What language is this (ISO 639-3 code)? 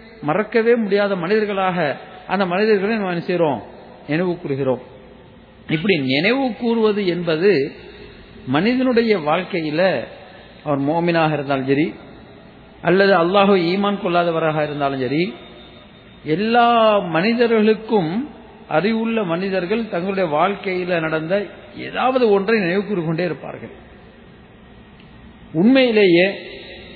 tam